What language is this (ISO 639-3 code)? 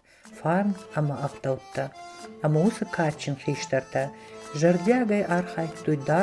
oss